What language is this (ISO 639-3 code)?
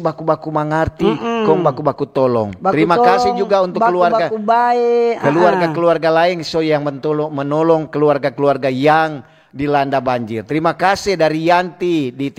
xmm